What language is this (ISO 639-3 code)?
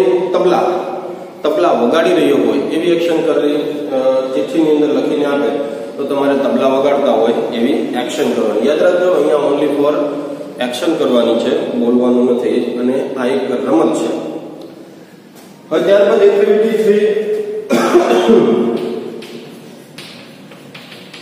guj